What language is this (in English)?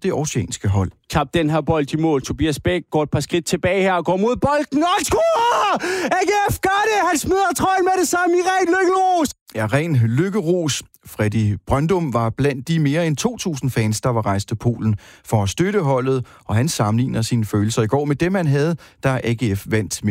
Danish